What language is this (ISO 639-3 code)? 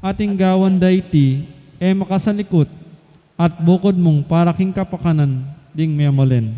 pam